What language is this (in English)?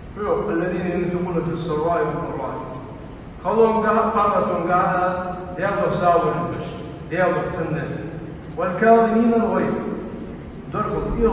Ingush